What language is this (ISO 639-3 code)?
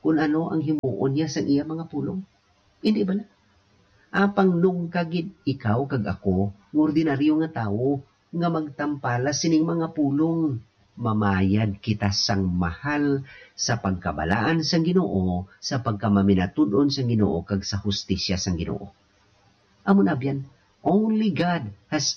hil